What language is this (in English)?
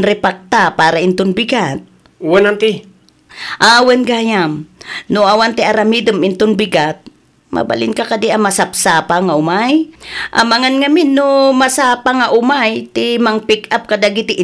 Iloko